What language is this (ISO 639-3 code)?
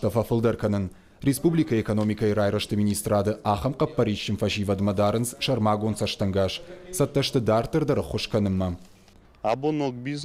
oss